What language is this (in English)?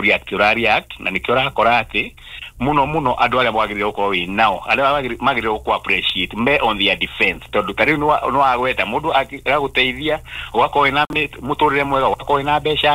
Kikuyu